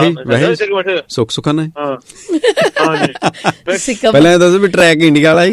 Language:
Punjabi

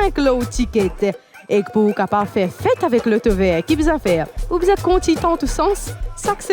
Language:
Morisyen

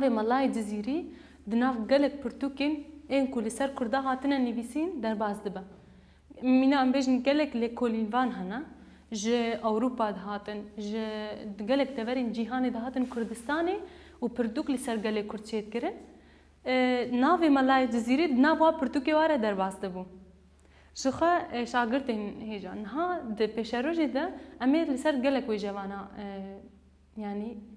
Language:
Kurdish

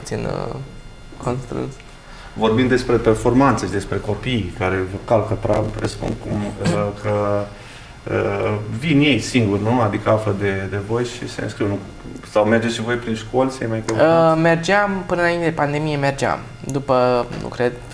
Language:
Romanian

